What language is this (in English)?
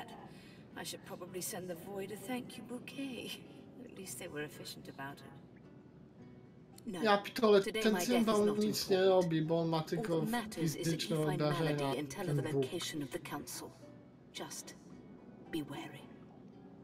Polish